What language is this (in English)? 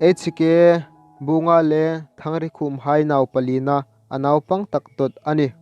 Hmar